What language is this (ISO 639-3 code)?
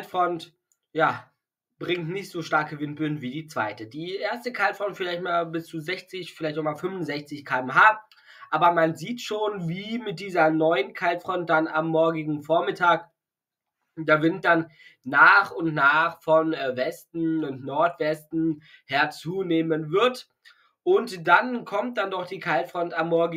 deu